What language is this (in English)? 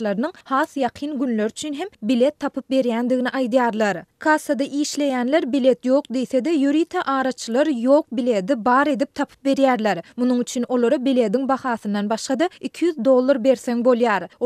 Turkmen